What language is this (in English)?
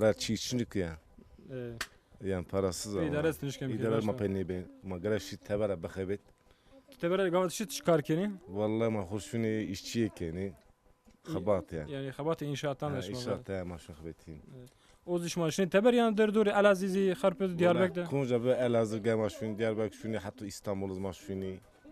Zaza